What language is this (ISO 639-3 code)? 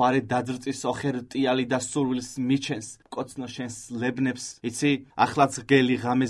kat